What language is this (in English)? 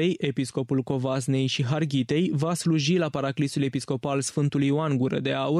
Romanian